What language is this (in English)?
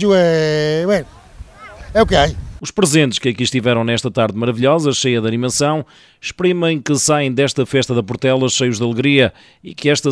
Portuguese